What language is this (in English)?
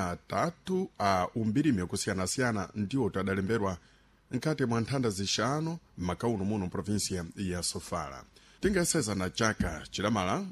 Sena